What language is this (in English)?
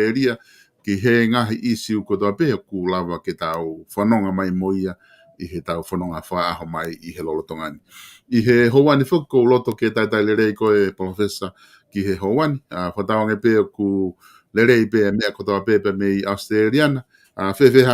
Tongan